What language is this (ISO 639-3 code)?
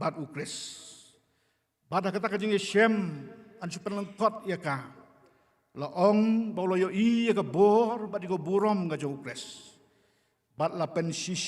kha